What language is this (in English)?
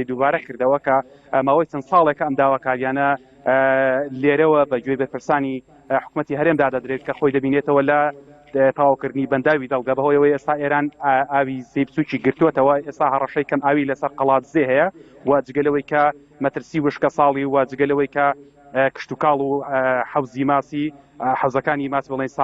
Central Kurdish